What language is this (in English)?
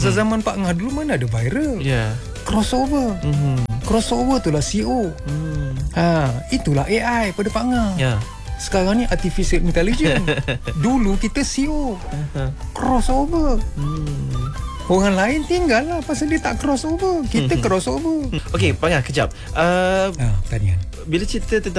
Malay